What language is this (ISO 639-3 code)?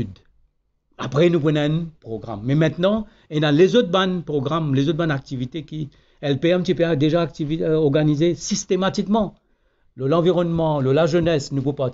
mfe